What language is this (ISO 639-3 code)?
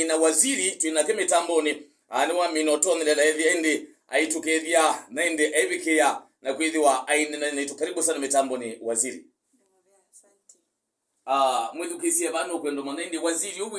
kam